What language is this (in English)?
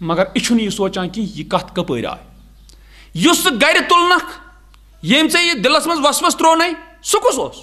Kashmiri